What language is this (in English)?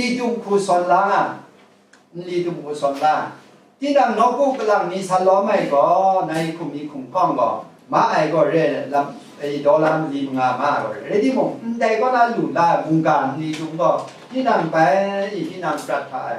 Kachin